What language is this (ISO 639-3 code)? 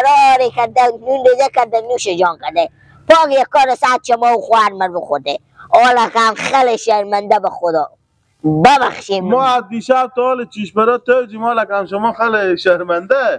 fas